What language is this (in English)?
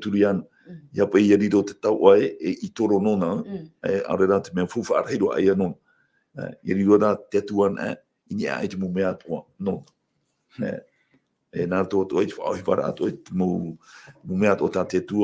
Tahitian